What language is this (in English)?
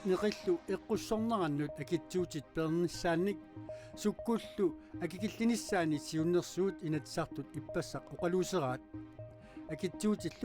Kalaallisut